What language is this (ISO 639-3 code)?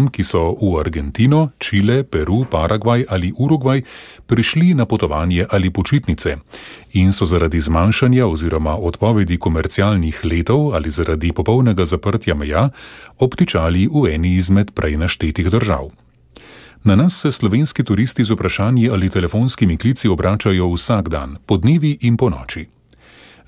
slv